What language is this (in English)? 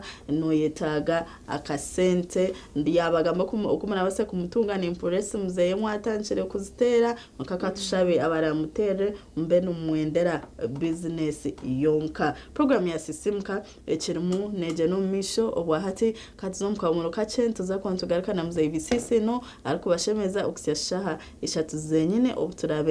Nyankole